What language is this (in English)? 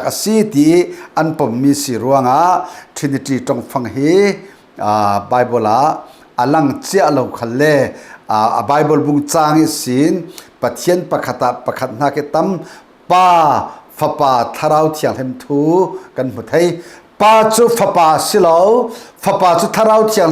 Falam Chin